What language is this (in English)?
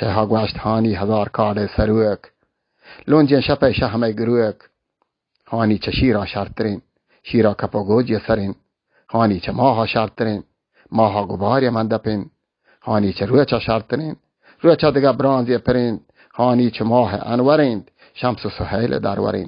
Baluchi